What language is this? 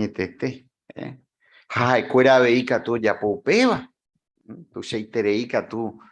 Guarani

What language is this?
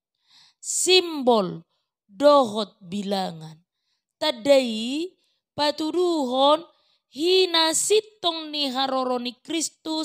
Batak Toba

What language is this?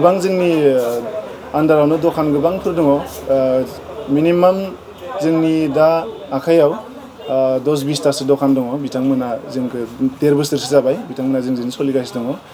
Bodo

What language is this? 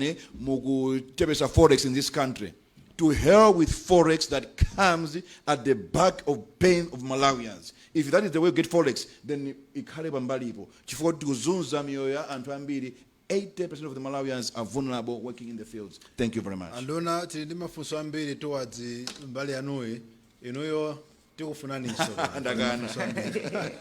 Nyanja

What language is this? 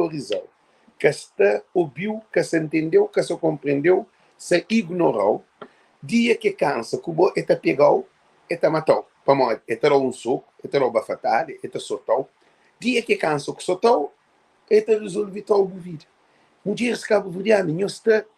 Kabuverdianu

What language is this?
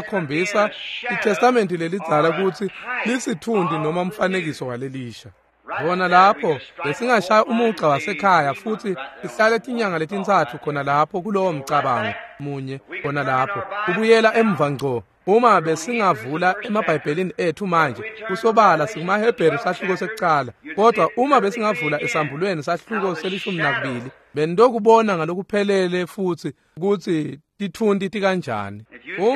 Swati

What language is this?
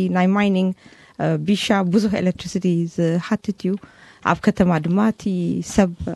Tigrinya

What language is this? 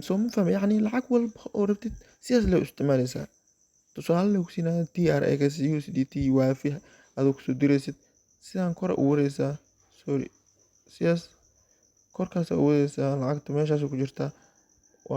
Somali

